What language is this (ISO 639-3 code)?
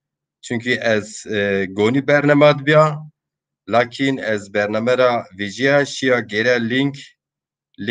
zza